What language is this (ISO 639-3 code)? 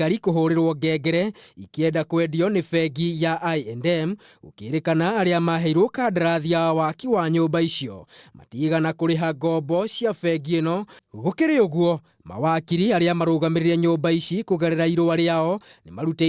kik